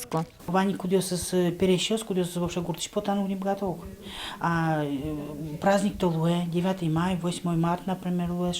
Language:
Udmurt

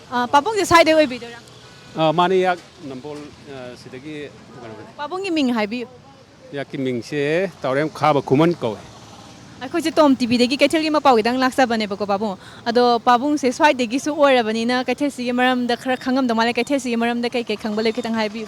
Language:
Manipuri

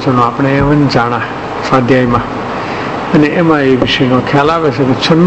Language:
Gujarati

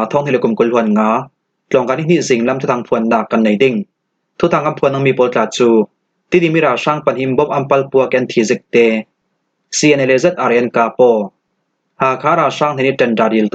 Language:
Falam Chin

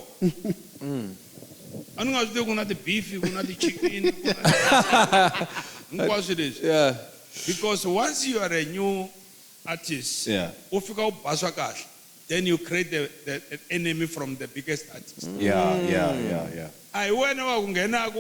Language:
Tsonga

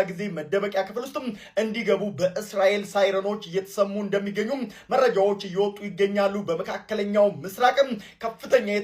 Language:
Amharic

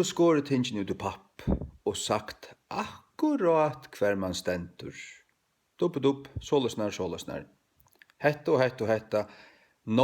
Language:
Faroese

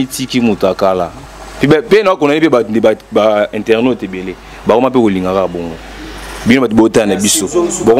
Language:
Lingala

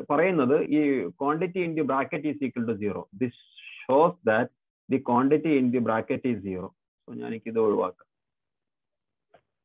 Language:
Malayalam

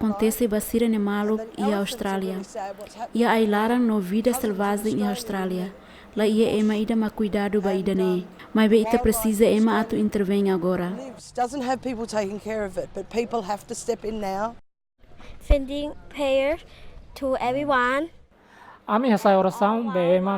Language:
Tetum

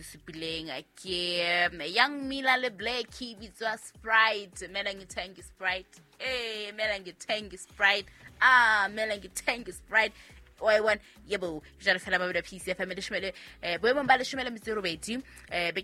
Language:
Southern Sotho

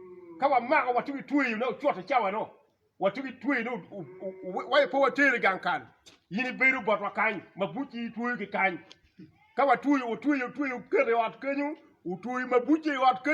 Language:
Acoli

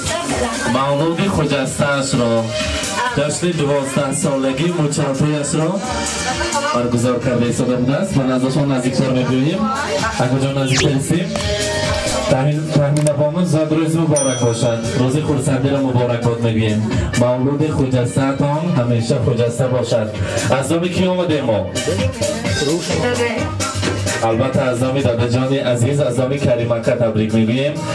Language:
Persian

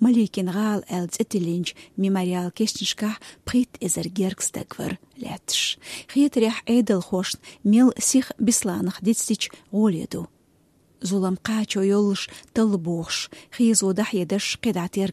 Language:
Chechen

